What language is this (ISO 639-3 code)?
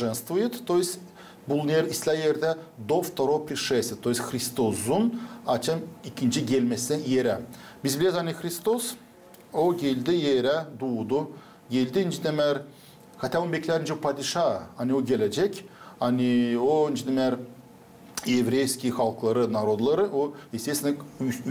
gag